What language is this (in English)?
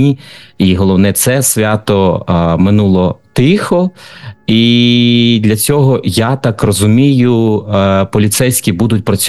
Ukrainian